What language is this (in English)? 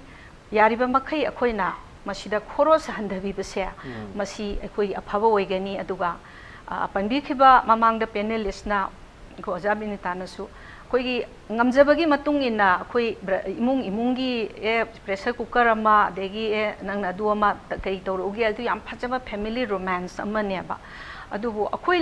Manipuri